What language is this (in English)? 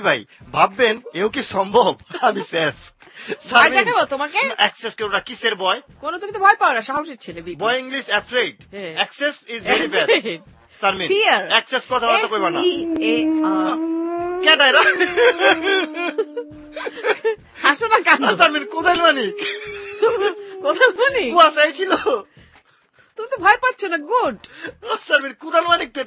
Bangla